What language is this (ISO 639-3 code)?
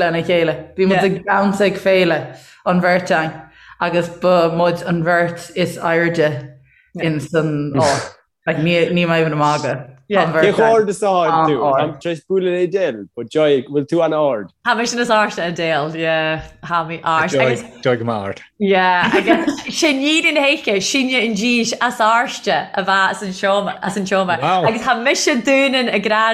gle